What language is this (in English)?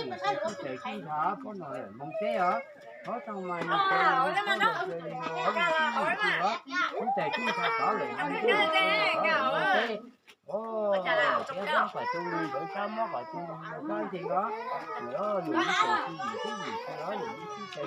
Hmong